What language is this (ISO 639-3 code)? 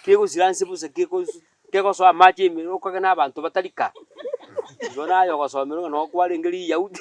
guz